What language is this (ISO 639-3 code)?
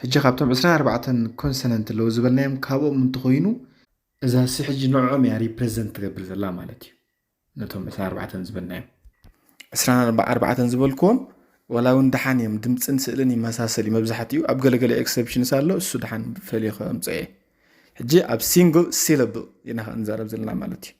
tir